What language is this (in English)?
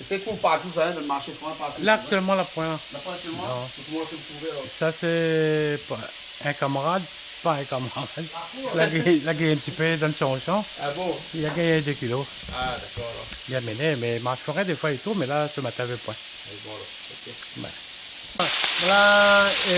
Réunion Creole French